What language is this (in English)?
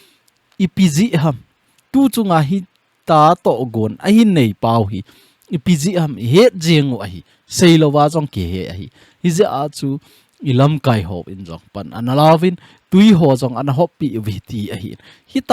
Thado Chin